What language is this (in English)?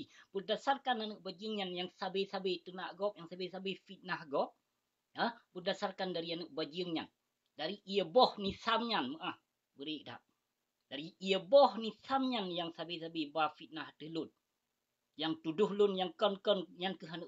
Achinese